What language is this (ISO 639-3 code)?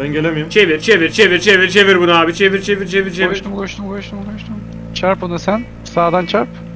tur